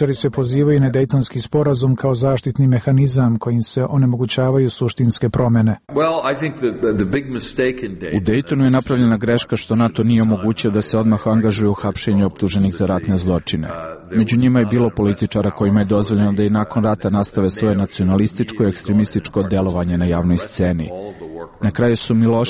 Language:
Serbian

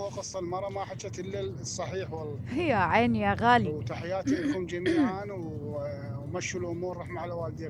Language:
Mesopotamian Arabic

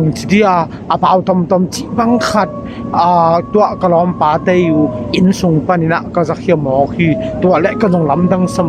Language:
Tedim Chin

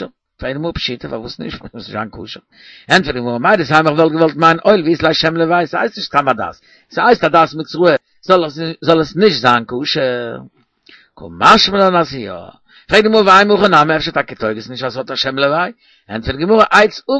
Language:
Yiddish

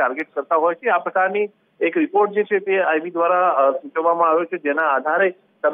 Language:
Gujarati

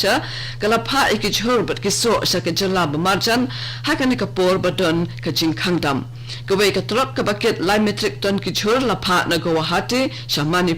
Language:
Khasi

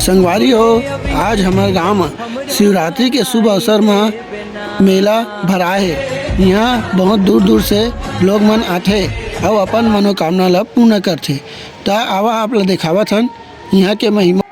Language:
Chhattisgarhi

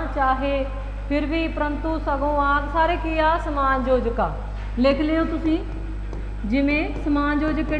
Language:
Punjabi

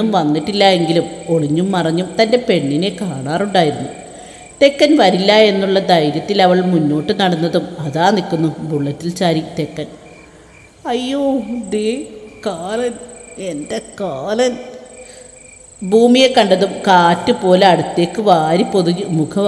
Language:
Malayalam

